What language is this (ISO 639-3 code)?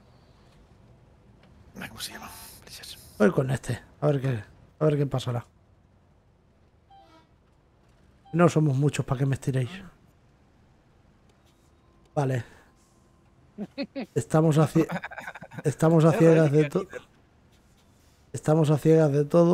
spa